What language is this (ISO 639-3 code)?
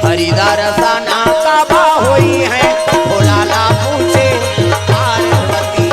hne